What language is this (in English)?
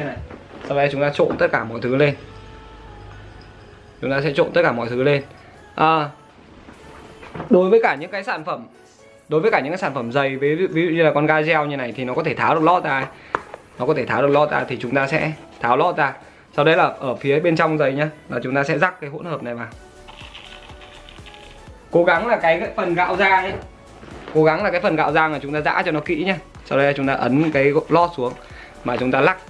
Vietnamese